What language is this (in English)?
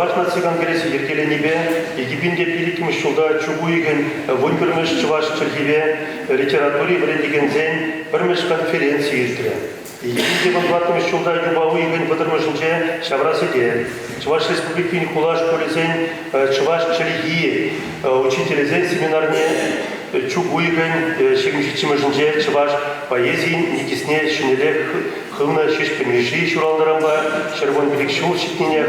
Chuvash